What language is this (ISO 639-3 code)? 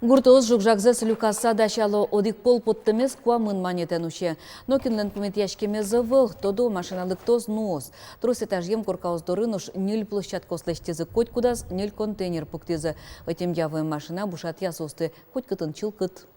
udm